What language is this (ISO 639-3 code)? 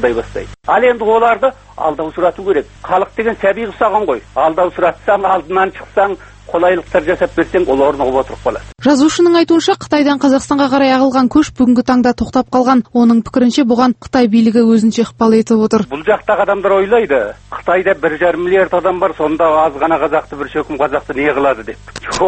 kaz